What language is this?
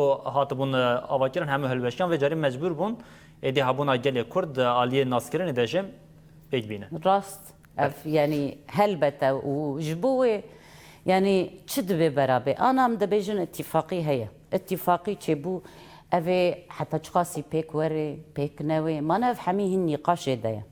Kurdish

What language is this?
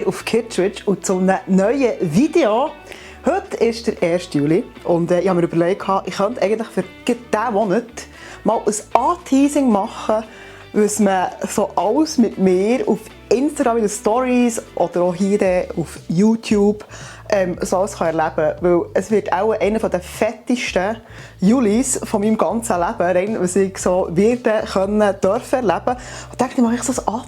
Swiss German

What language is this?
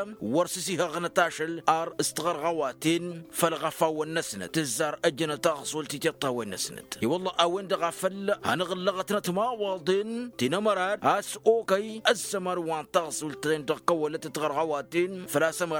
Tamasheq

